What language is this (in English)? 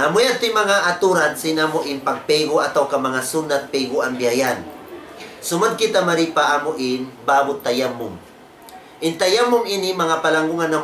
Tausug